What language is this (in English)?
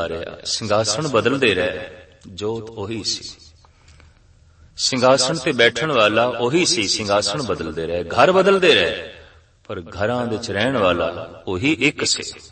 Punjabi